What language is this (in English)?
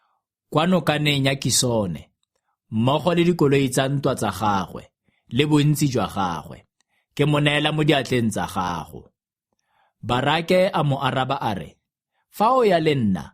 Tswana